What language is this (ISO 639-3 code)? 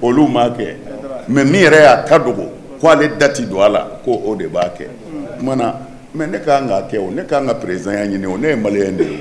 bam